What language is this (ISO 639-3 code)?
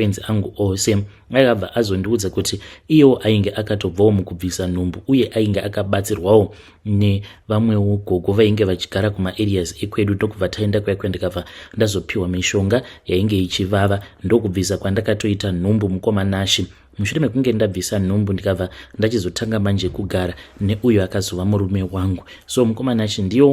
sna